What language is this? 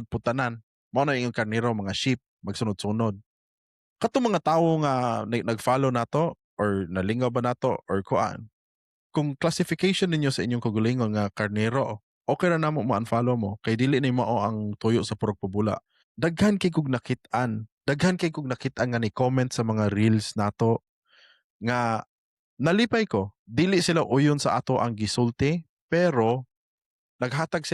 Cebuano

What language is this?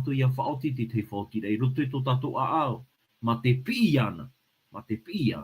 Tahitian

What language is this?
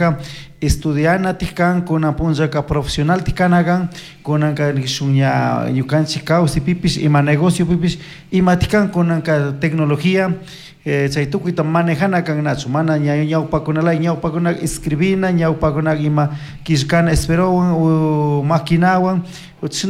Chimborazo Highland Quichua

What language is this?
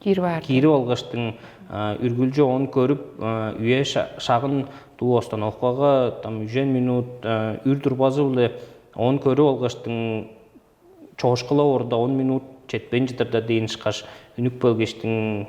Tuvinian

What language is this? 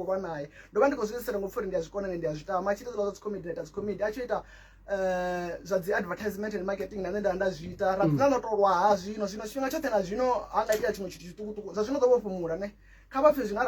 Venda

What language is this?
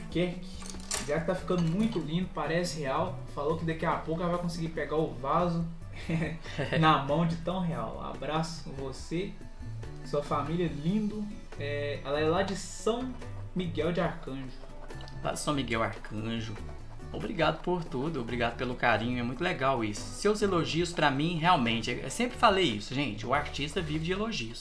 Portuguese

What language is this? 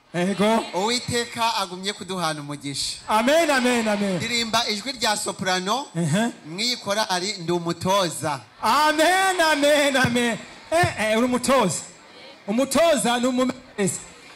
Kinyarwanda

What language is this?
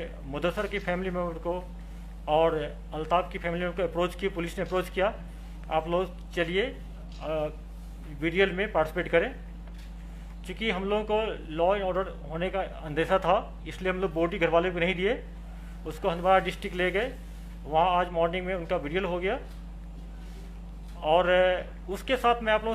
Hindi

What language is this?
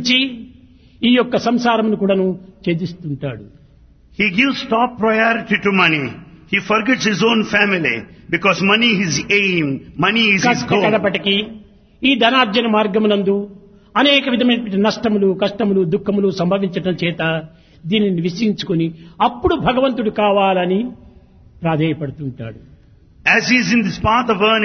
Telugu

